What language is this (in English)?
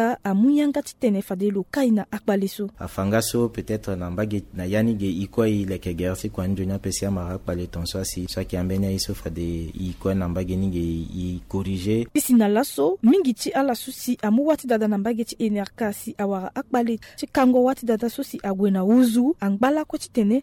Sango